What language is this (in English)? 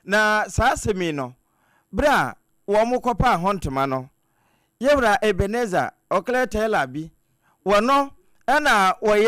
Akan